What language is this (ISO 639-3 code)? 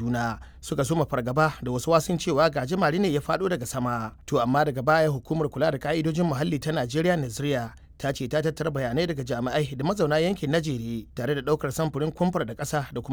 hau